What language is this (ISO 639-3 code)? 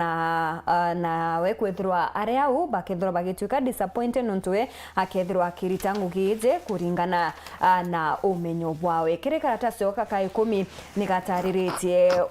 mer